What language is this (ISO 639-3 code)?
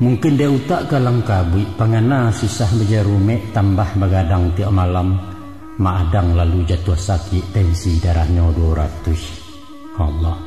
min